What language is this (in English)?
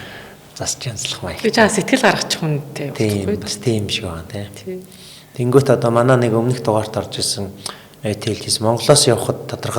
Mongolian